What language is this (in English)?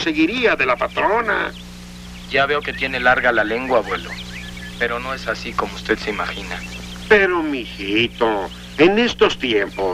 Spanish